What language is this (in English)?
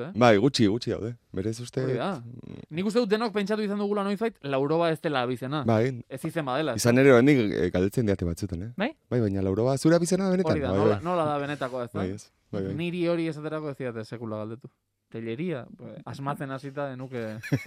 Basque